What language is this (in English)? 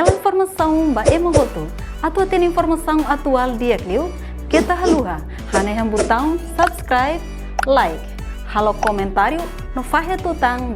Tetum